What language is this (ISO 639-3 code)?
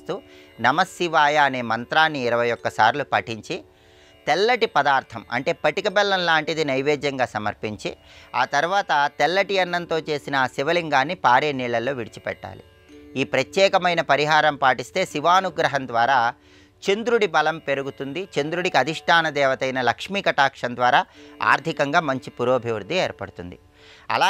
tel